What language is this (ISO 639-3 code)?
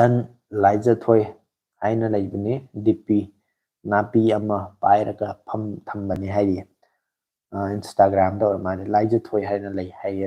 mni